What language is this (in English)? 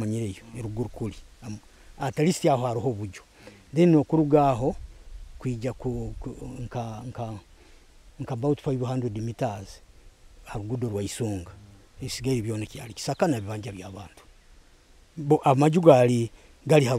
Nyoro